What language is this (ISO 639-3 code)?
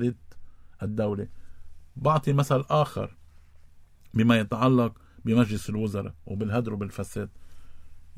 apc